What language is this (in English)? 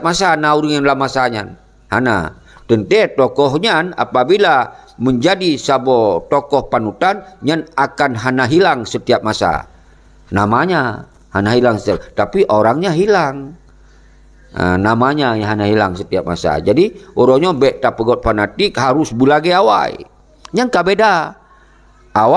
Achinese